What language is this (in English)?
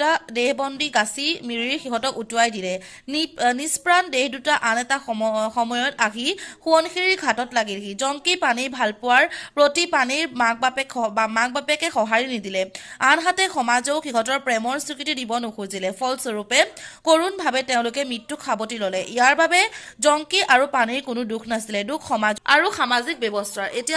Assamese